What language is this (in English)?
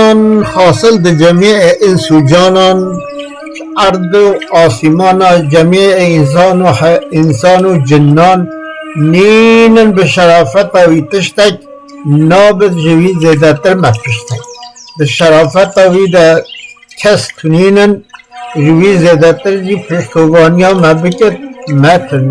Kurdish